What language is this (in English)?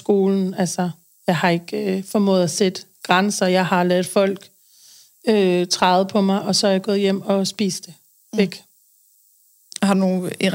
Danish